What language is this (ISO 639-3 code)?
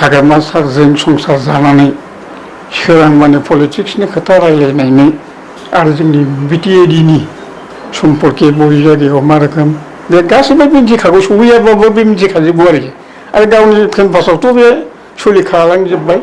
brx